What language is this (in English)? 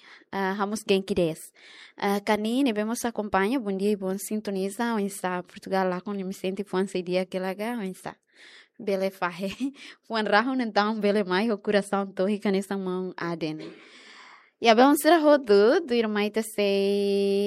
Tetum